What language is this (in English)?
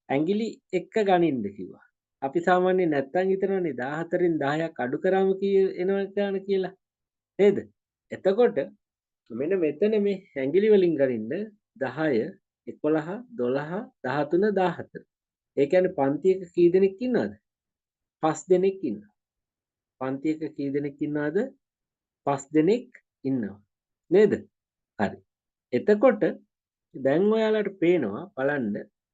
Sinhala